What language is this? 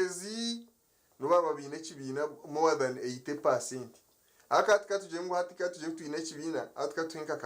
Nyankole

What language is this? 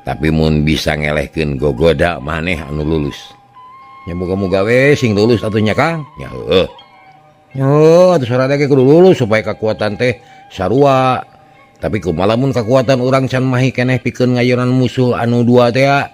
Sundanese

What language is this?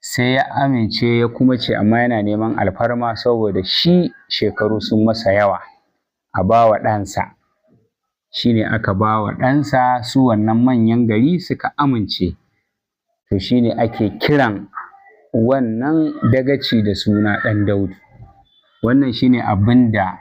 Hausa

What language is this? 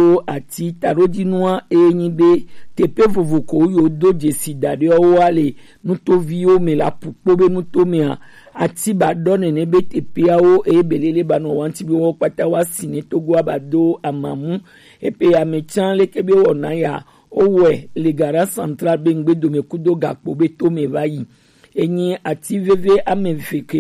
Gen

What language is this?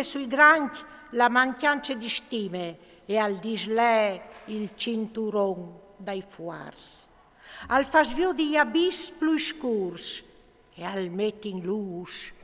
Friulian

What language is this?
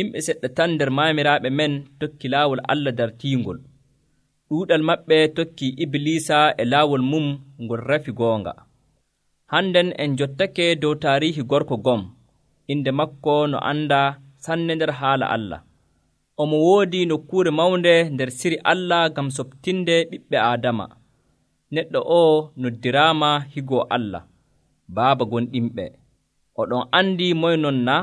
Nigerian Fulfulde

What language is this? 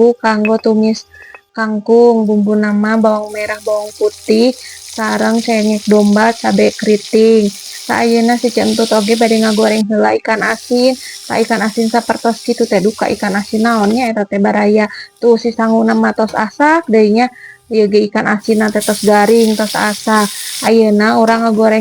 Sundanese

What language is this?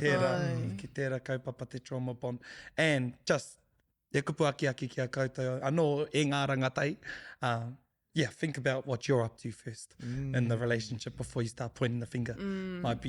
Māori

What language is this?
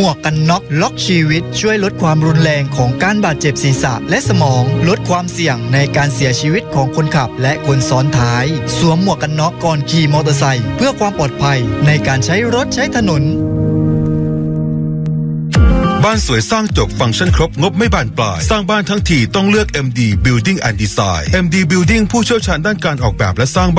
Thai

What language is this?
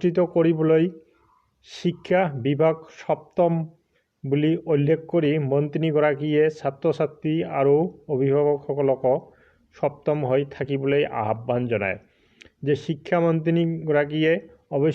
Assamese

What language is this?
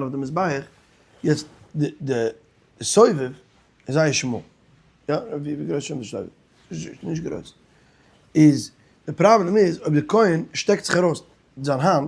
Yiddish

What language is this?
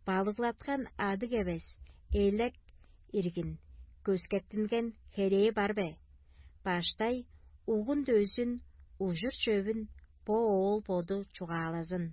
Tuvinian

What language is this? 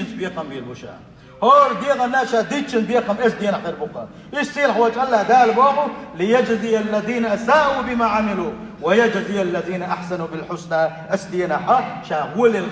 Chechen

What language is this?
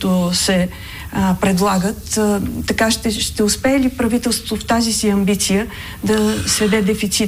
Bulgarian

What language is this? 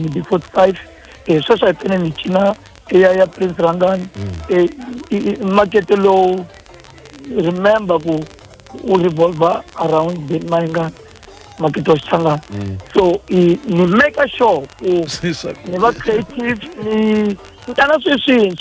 Tsonga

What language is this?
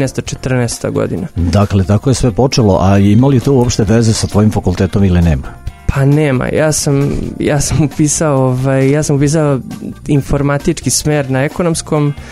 Serbian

